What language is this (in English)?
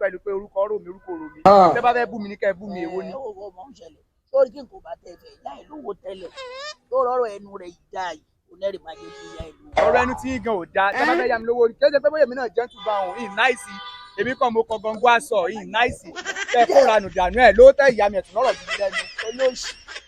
Yoruba